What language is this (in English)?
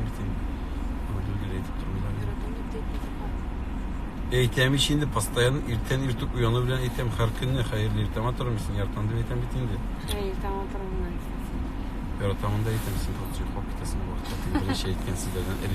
Tatar